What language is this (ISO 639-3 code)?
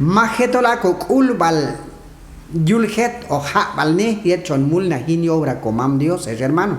kjb